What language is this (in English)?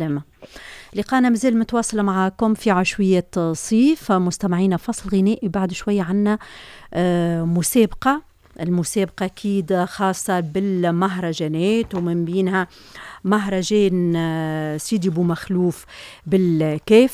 Tunisian Arabic